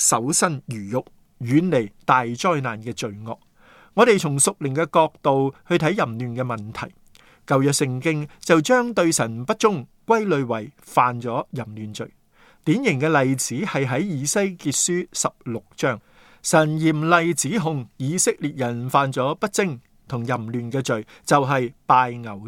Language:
Cantonese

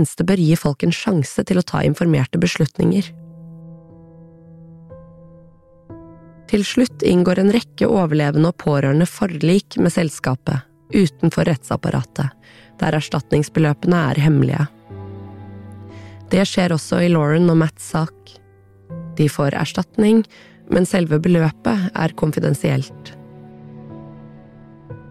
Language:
Norwegian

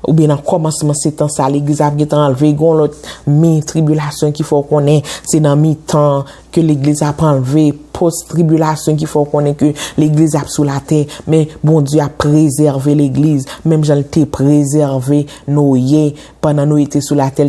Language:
Haitian Creole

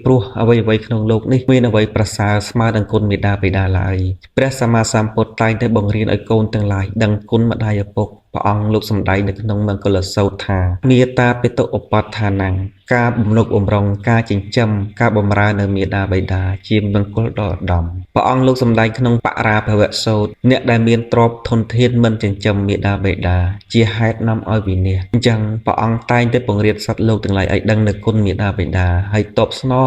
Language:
Khmer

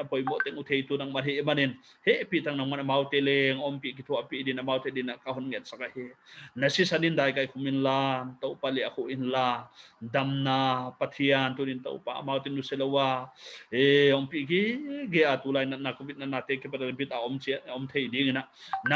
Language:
Paite Chin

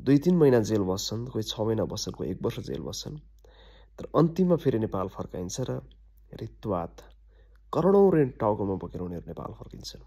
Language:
Nepali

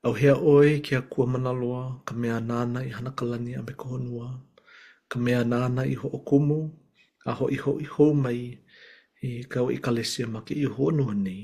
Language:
Hawaiian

